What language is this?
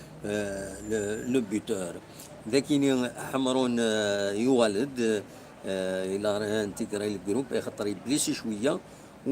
Kabyle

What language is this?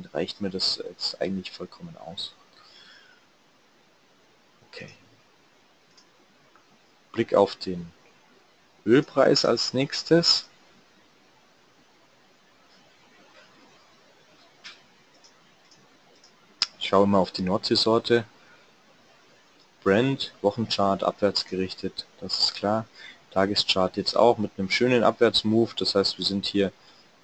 German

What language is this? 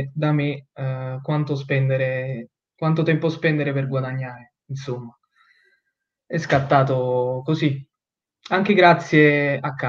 Italian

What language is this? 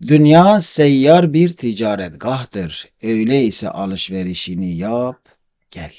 Kurdish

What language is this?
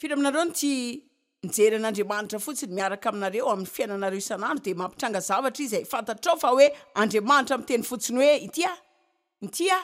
Malagasy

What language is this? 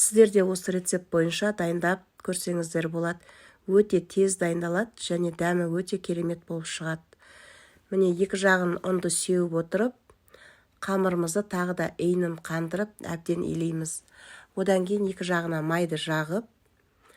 Kazakh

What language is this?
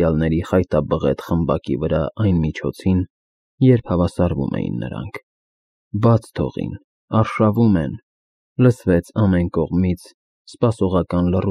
Armenian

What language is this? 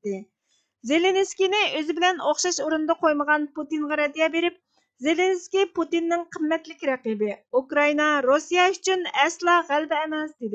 Uyghur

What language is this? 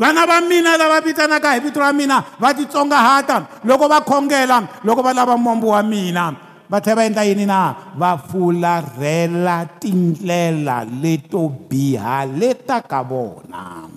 Tsonga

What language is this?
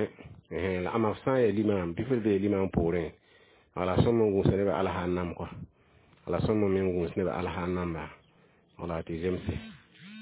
Mossi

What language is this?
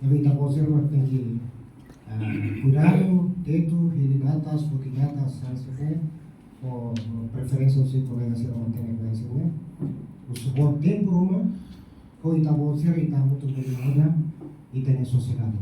Tetum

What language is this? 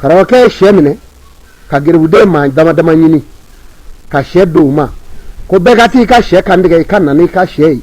Bambara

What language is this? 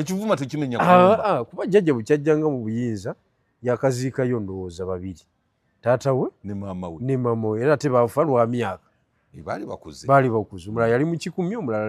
Ganda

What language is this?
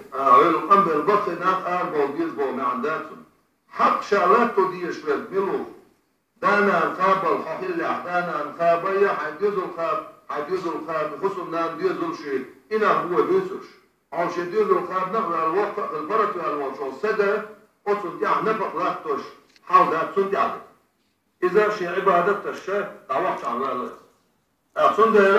Chechen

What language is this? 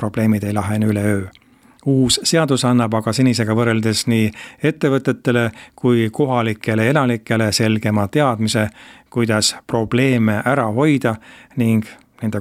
Estonian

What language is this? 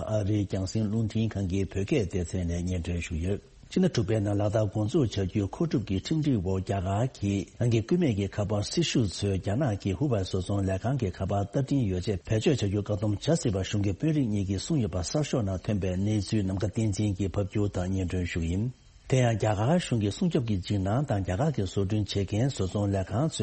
Tibetan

